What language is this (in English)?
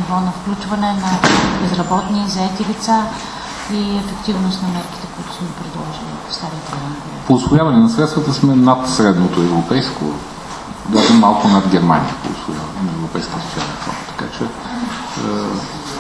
Bulgarian